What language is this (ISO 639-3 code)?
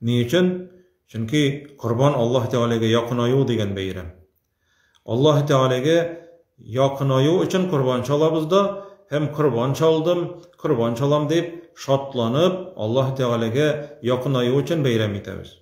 tat